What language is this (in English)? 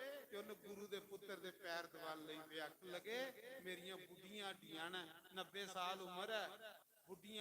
Dogri